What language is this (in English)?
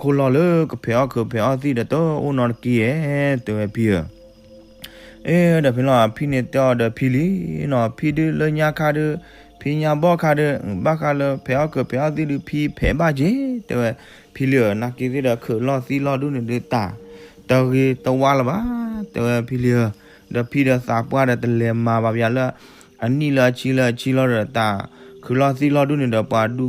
S'gaw Karen